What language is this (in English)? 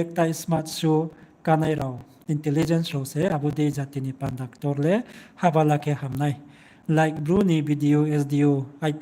Riang (India)